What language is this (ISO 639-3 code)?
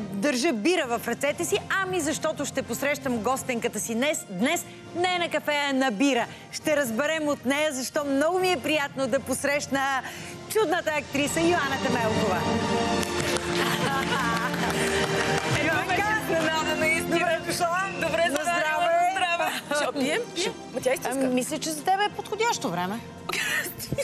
bul